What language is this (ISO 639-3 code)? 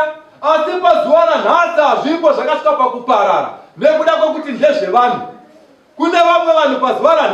sna